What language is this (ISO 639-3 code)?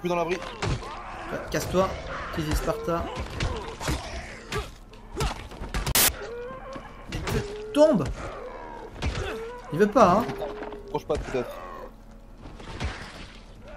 fra